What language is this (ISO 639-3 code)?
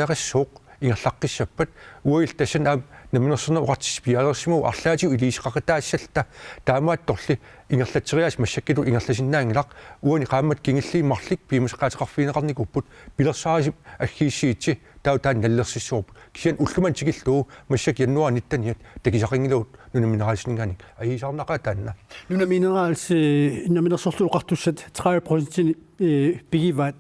kal